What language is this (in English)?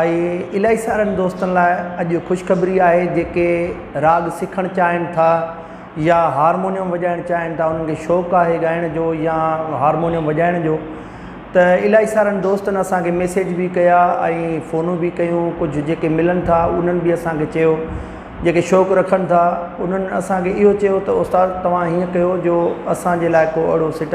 Sindhi